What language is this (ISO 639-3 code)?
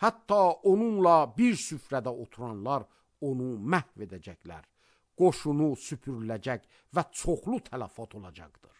aze